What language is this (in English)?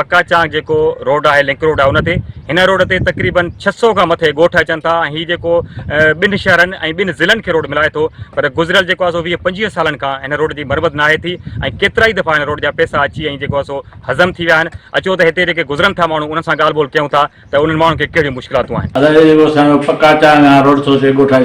Sindhi